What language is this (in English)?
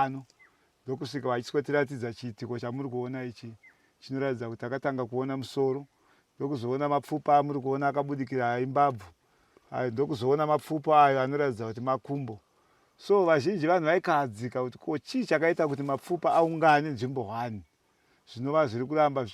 Shona